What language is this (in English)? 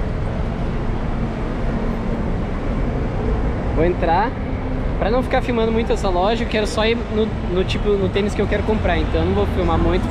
Portuguese